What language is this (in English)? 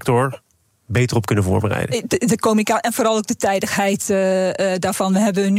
Dutch